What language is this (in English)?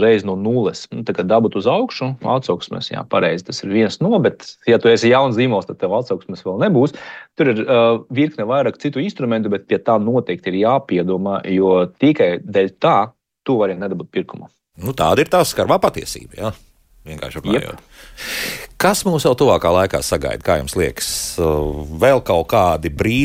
Latvian